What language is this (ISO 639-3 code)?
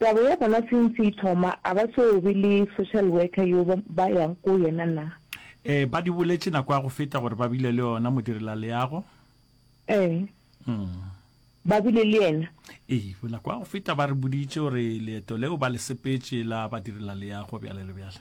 nso